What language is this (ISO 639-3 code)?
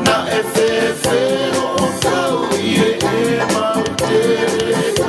ton